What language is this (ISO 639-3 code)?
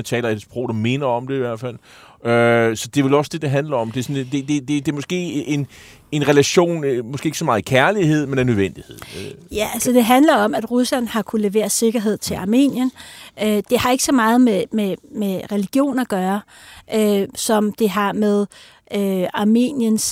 dan